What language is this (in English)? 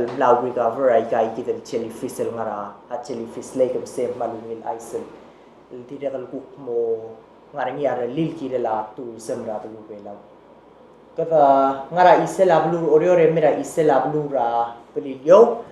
Palauan